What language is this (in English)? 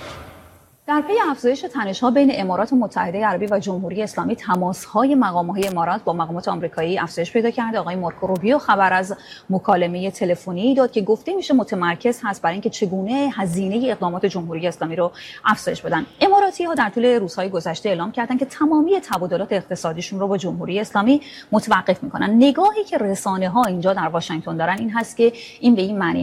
Persian